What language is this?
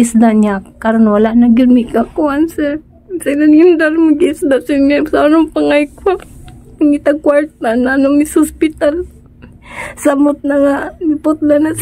Cebuano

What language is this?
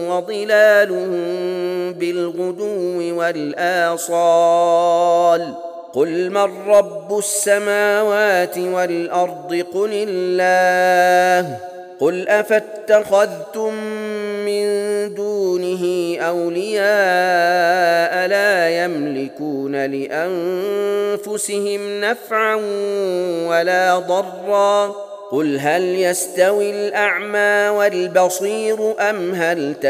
Arabic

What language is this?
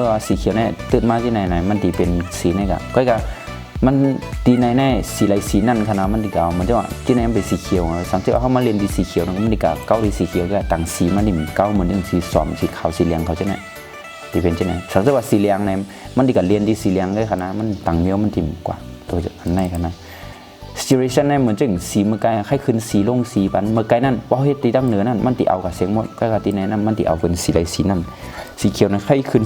Shan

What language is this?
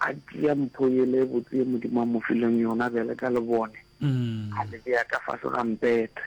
Northern Sotho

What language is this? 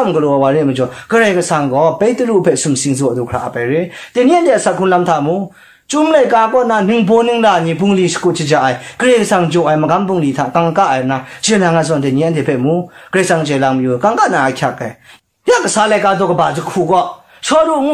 Kachin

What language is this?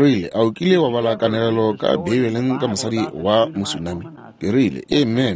Northern Sotho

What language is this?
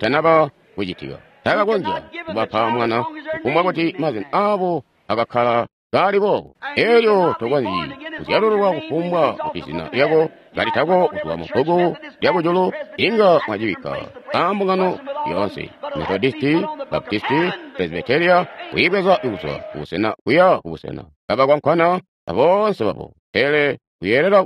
Tonga (Zambia)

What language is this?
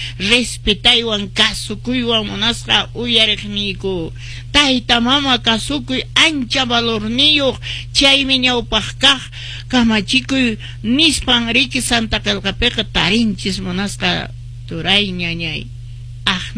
Quechua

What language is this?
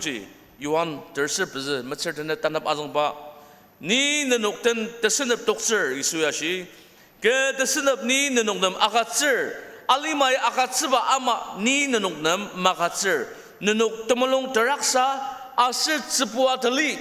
Ao Naga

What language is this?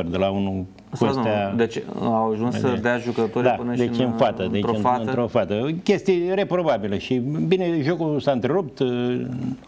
Romanian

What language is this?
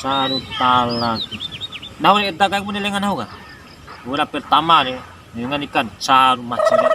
Bima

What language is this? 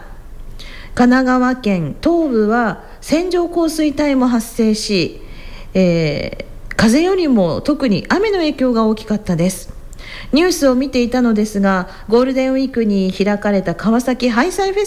Japanese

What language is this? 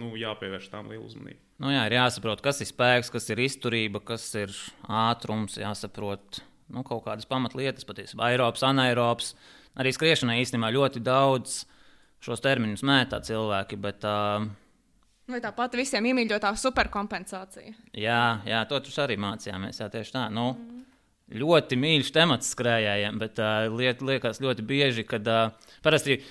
Latvian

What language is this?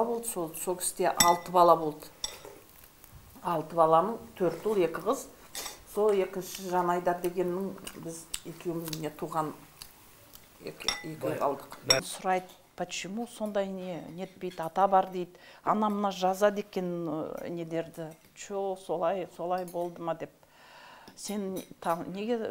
Kazakh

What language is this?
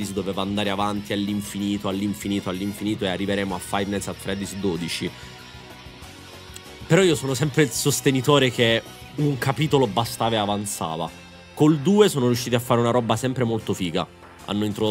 Italian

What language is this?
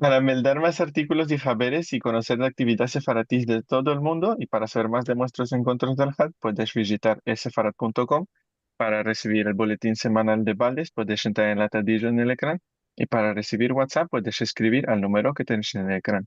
Ladino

